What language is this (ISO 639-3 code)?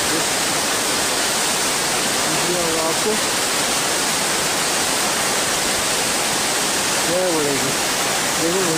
hin